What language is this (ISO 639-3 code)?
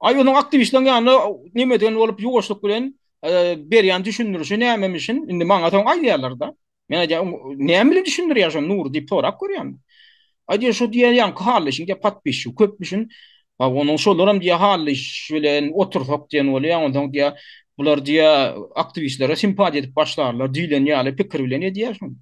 tuk